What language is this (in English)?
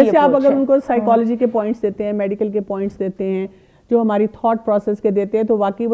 Urdu